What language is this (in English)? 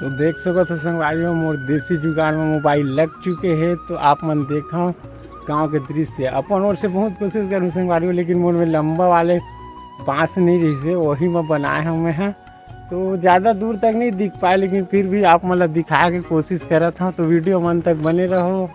Chhattisgarhi